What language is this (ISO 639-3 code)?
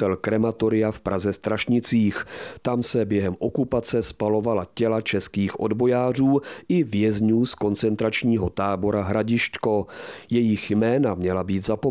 ces